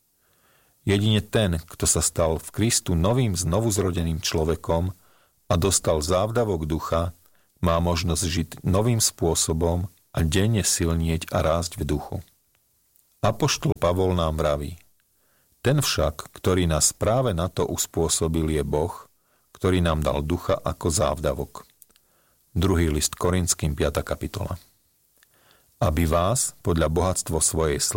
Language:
Slovak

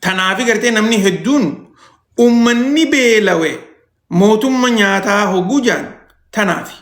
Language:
Oromo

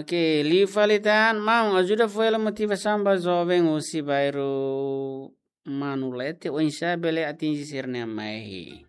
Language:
Tetum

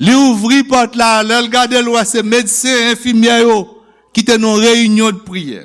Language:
Haitian Creole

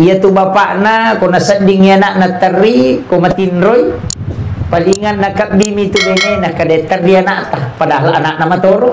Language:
Buginese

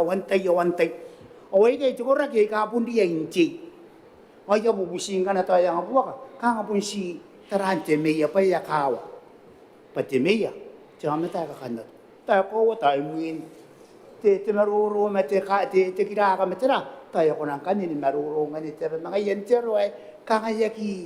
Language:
Gilbertese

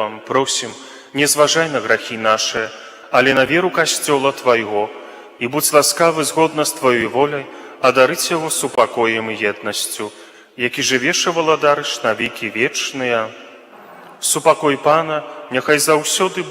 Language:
Belarusian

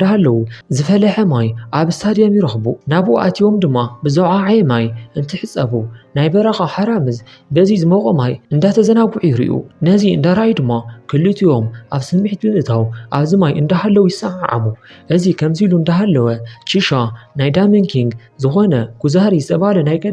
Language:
Tigrinya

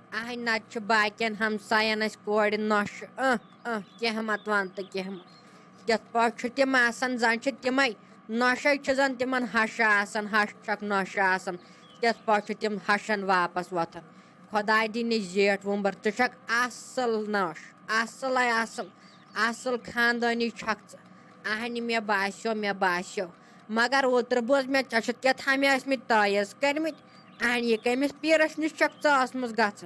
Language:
Kashmiri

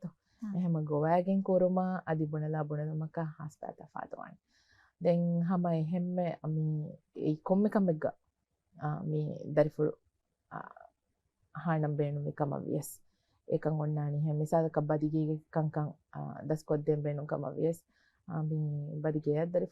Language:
Divehi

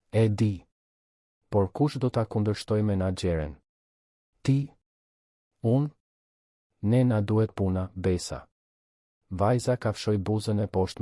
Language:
Albanian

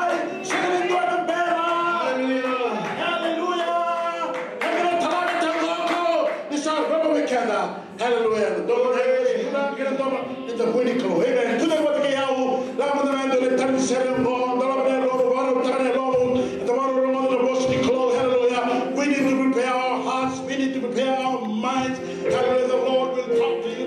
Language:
Fijian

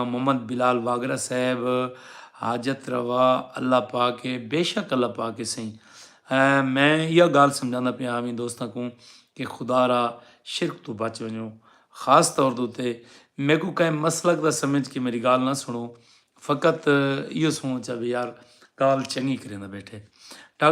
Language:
Saraiki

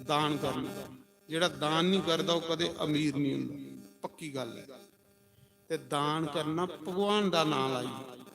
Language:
Dogri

